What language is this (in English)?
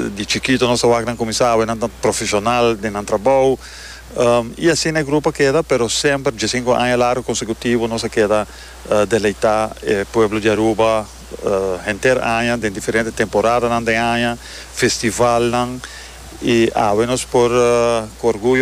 Papiamento